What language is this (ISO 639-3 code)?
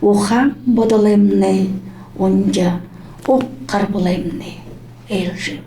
bua